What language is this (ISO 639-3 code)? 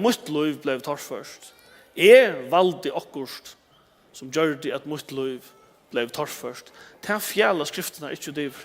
fao